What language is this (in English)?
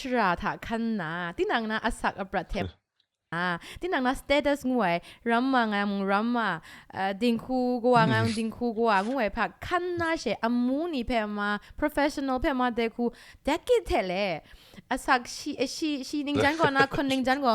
Kachin